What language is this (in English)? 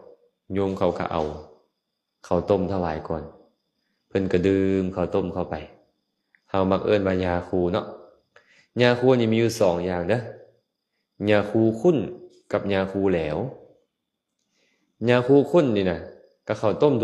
Lao